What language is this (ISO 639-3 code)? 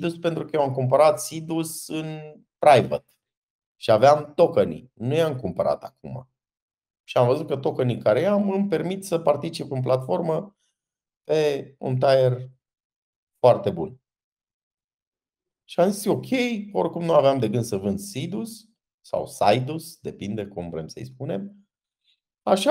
ron